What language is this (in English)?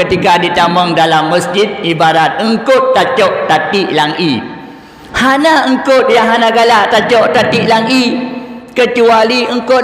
Achinese